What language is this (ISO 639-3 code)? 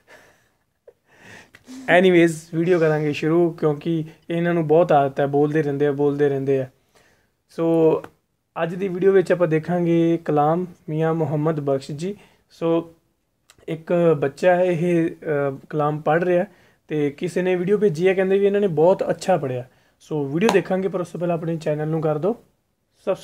pan